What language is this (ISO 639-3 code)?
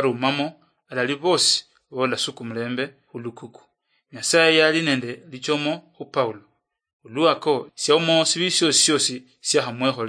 luy